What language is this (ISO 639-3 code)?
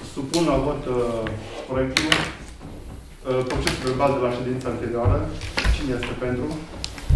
ron